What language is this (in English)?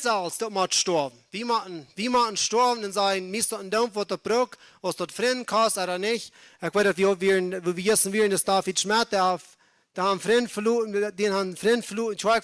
Plautdietsch